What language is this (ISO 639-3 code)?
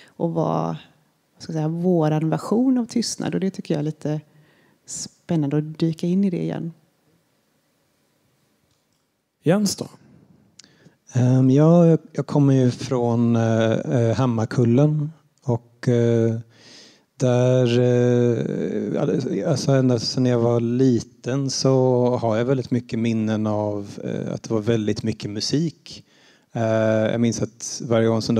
swe